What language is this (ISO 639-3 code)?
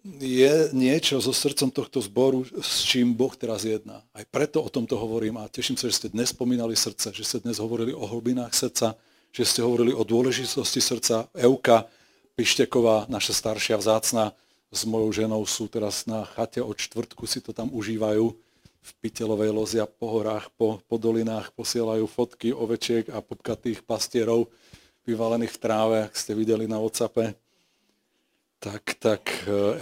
slk